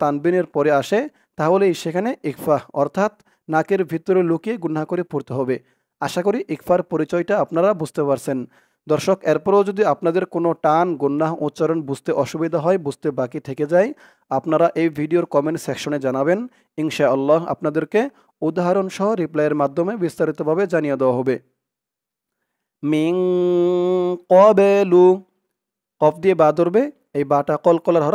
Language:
Bangla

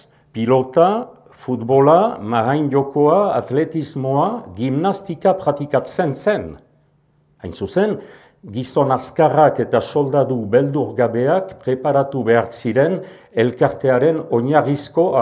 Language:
Basque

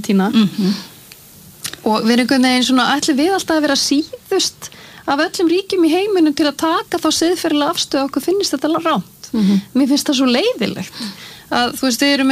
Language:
Icelandic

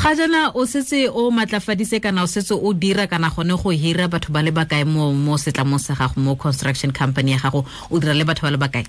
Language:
Tswana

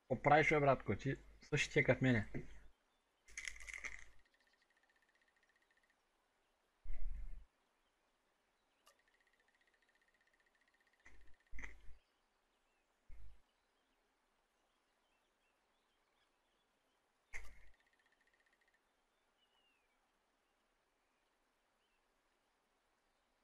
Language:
Bulgarian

